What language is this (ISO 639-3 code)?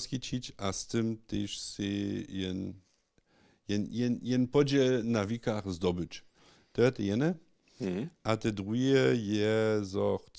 hsb